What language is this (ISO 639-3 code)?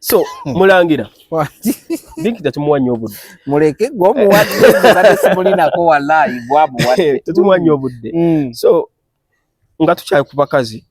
lug